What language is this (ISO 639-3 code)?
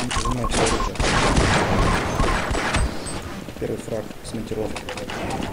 rus